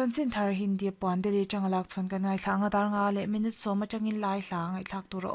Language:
Mizo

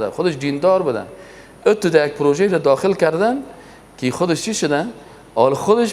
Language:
Persian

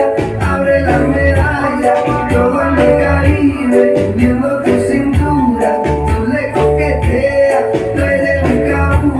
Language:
Spanish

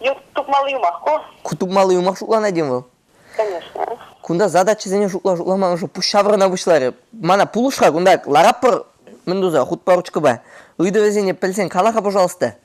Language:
Chuvash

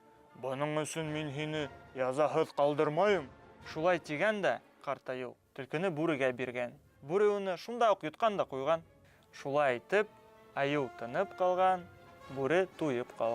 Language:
Bashkir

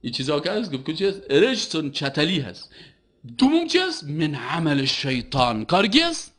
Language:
Persian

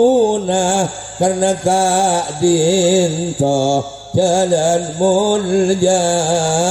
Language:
Madurese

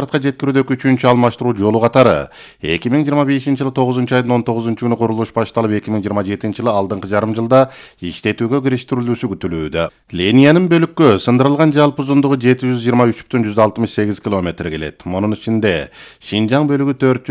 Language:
Kyrgyz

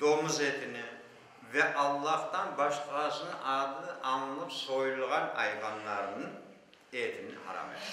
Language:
Crimean Tatar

